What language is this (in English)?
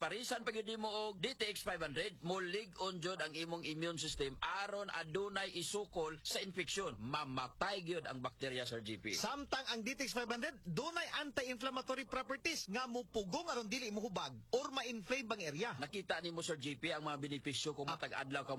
Cebuano